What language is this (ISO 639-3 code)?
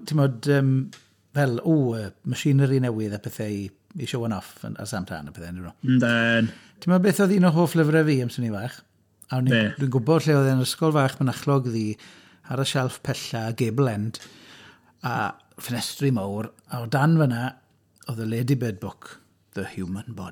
cym